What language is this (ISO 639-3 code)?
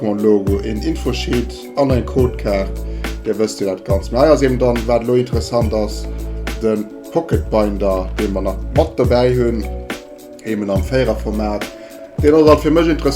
ltz